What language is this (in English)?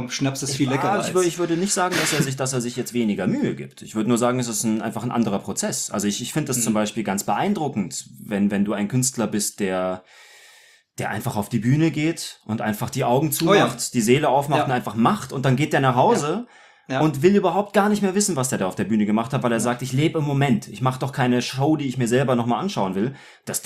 German